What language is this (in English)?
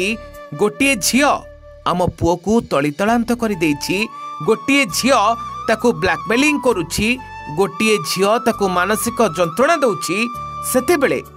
Odia